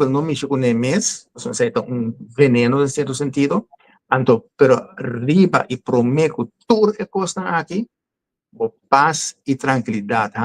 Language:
Papiamento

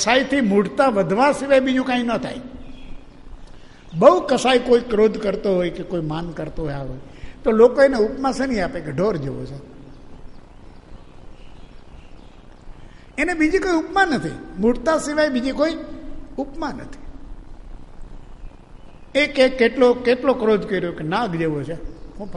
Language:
Gujarati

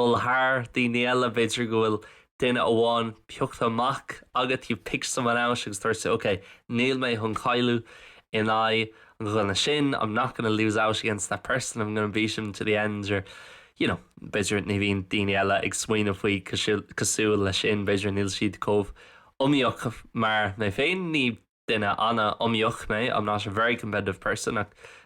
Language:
Irish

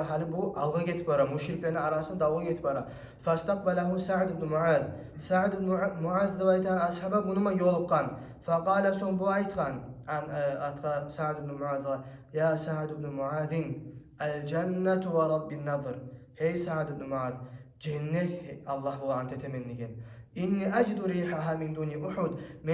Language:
Kumyk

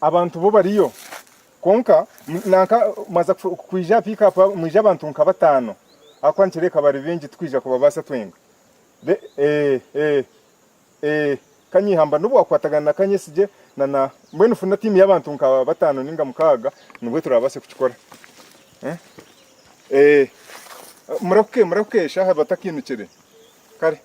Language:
Nyankole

